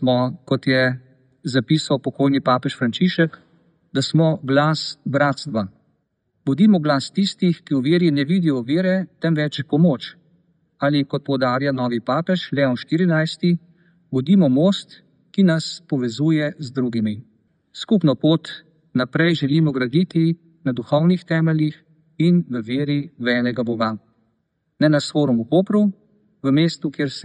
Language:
Slovenian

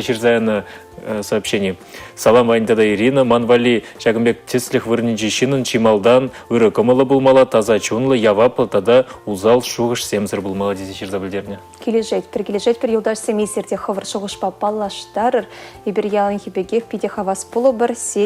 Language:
Chuvash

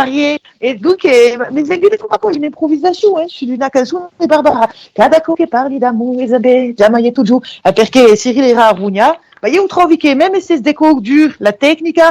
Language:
Occitan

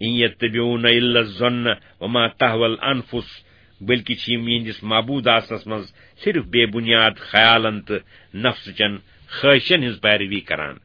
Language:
Kashmiri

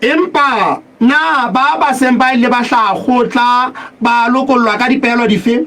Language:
Southern Sotho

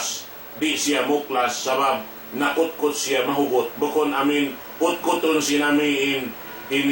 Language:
Tausug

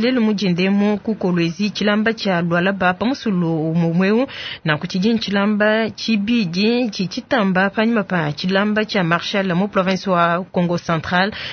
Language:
Luba-Lulua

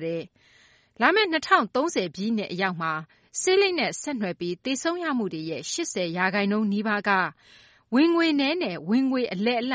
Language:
Burmese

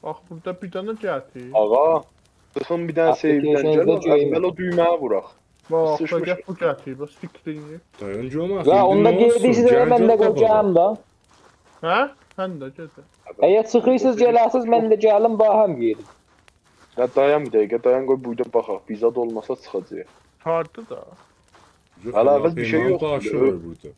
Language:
South Azerbaijani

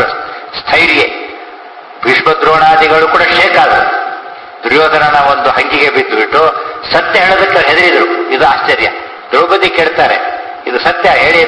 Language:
Kannada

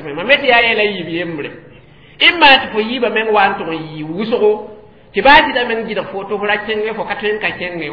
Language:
Mossi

